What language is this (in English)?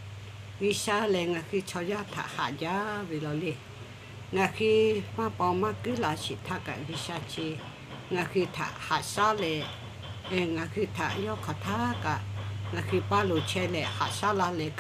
Lahu